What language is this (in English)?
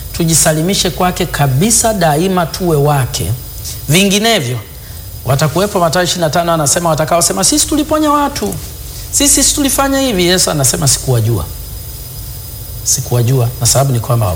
Swahili